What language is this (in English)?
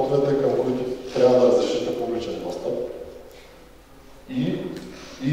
Bulgarian